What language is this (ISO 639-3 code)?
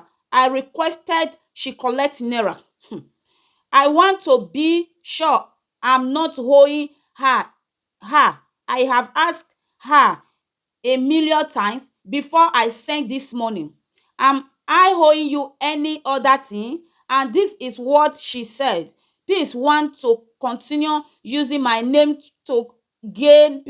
pcm